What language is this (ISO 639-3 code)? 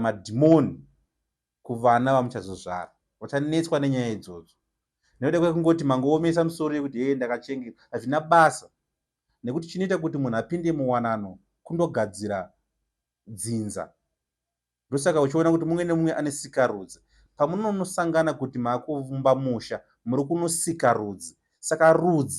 sna